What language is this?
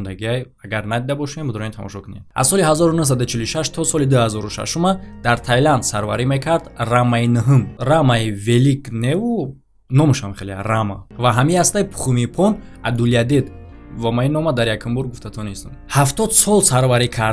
Tajik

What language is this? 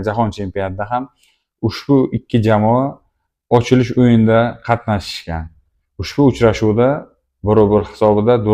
Uzbek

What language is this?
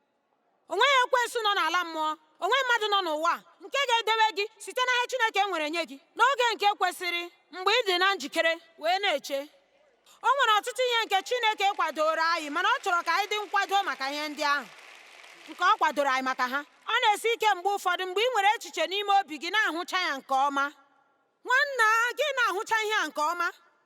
Igbo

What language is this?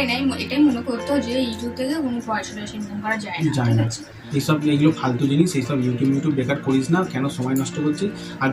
Bangla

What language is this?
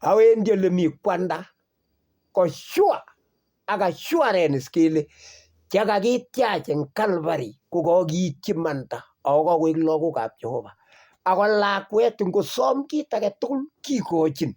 Kalenjin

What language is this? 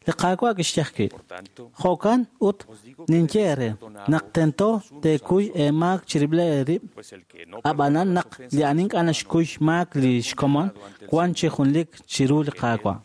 Kekchí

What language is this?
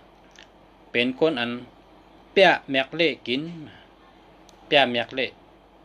Shan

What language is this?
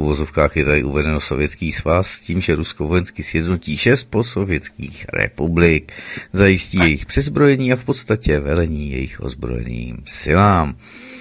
Czech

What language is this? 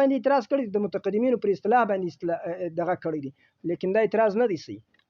Pashto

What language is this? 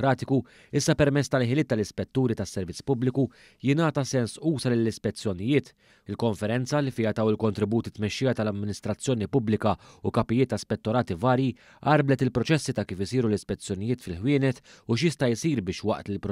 Maltese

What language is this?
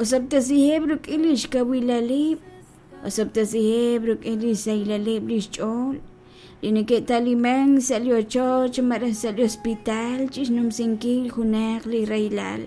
Kekchí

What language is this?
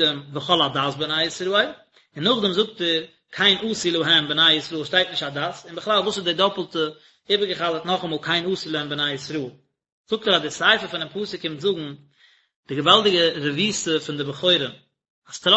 Yiddish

